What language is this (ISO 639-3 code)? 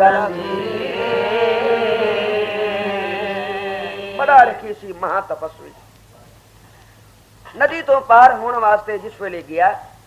pan